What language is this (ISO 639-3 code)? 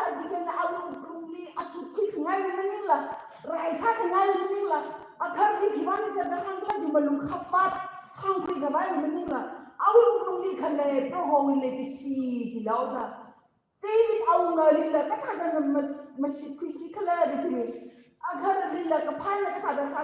nmf